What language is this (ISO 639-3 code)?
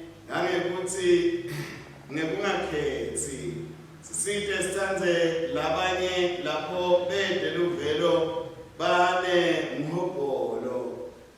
ssw